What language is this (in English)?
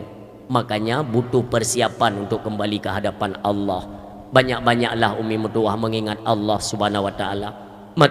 Achinese